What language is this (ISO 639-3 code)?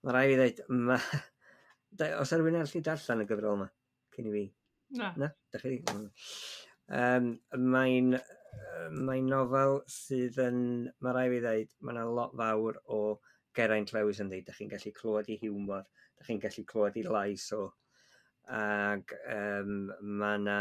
cym